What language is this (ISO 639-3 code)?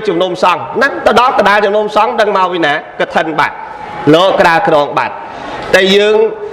khm